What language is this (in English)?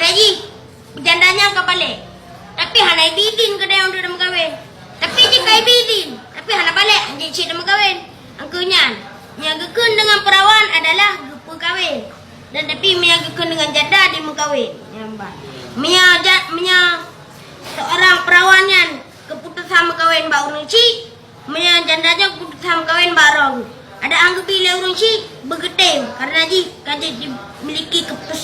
Achinese